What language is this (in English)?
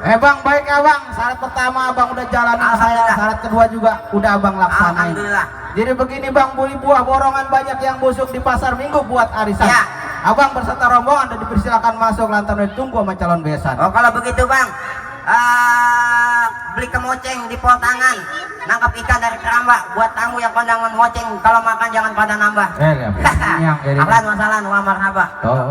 Betawi